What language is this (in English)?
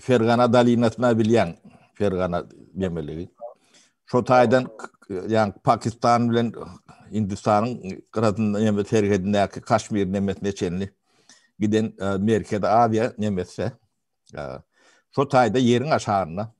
Turkmen